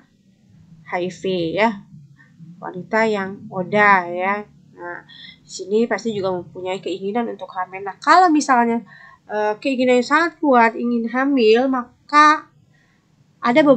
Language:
Indonesian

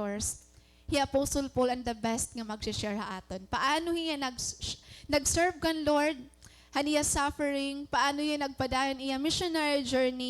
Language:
Waray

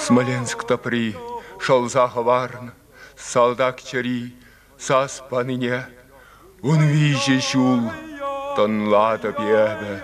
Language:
Chuvash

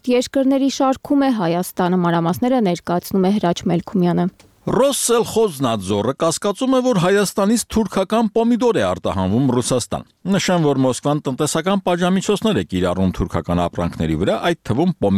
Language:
Armenian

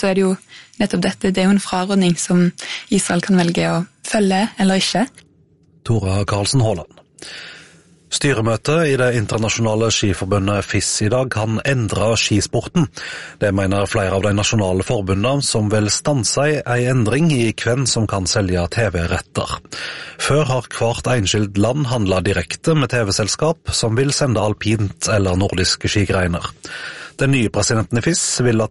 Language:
Norwegian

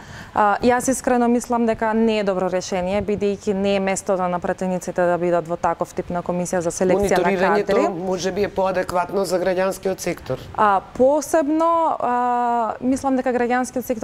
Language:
Macedonian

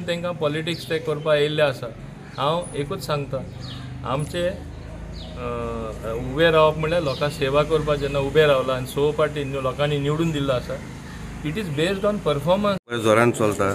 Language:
Konkani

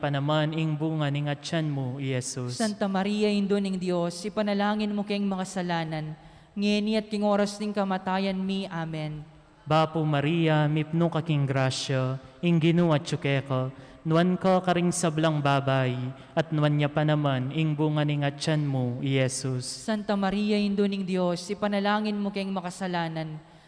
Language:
Pampanga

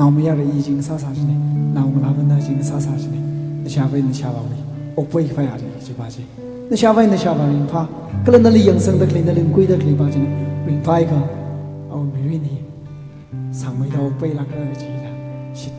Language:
Tangkhul Naga (India)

